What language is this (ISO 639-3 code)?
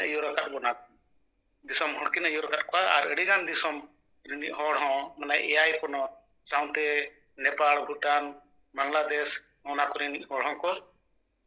sat